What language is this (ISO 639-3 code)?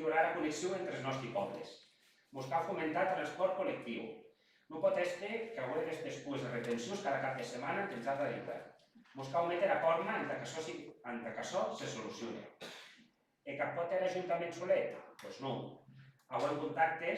oci